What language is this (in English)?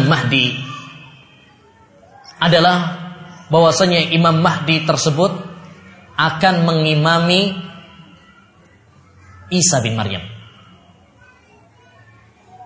Indonesian